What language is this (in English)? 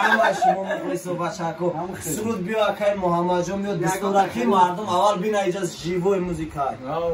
Tajik